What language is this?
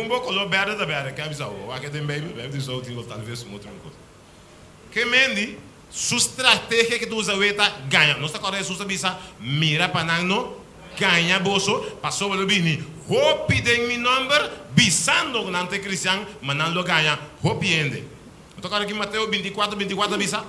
Papiamento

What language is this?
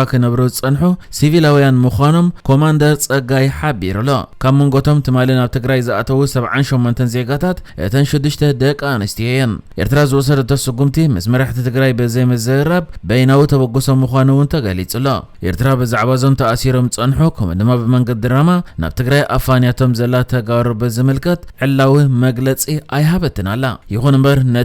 Tigrinya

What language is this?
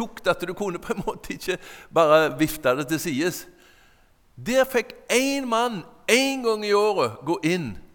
Norwegian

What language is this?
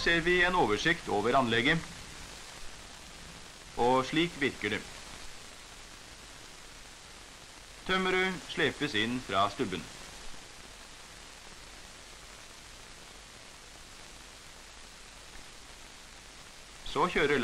Norwegian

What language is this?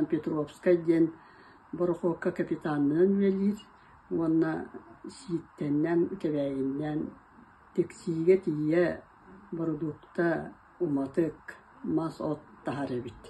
Yakut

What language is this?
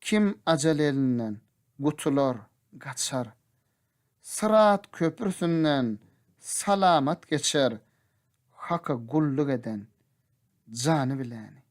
Turkmen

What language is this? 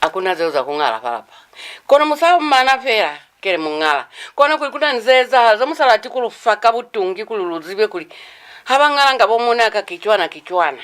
Lozi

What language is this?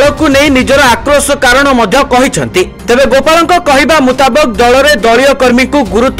Odia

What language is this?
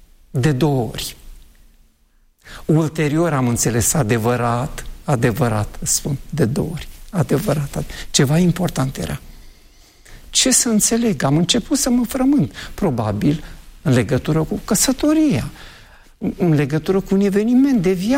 Romanian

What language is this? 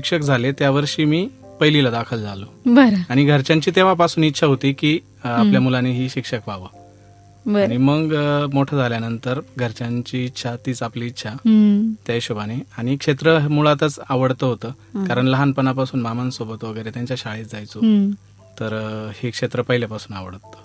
Marathi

